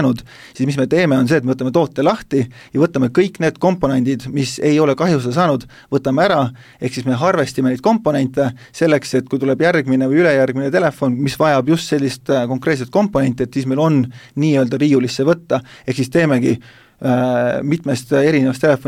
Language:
Estonian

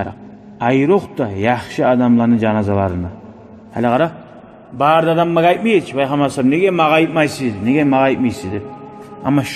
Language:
Kumyk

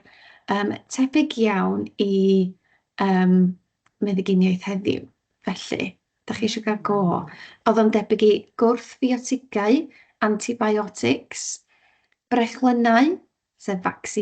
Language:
Welsh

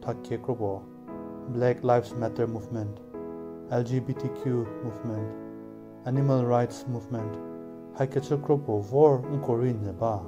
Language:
Angami Naga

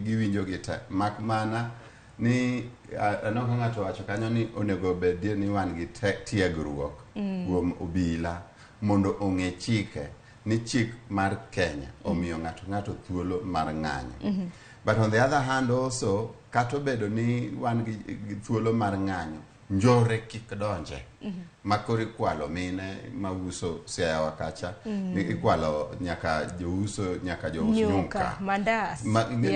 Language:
Luo (Kenya and Tanzania)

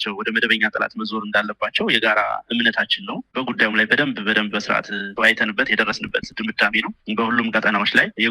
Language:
Amharic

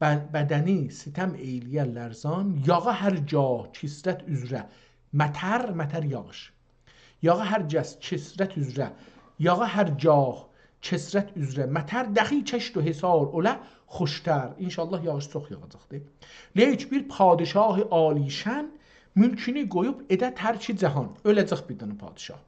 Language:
South Azerbaijani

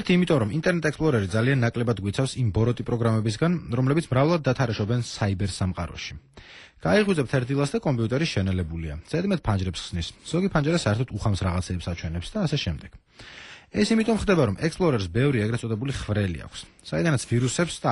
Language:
Georgian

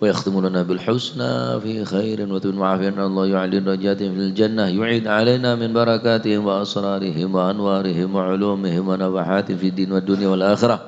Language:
Madurese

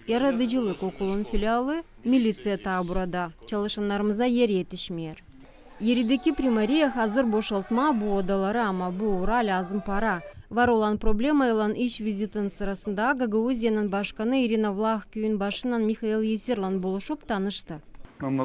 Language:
Gagauz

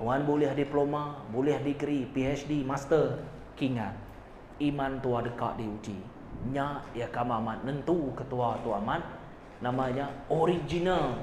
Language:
Iban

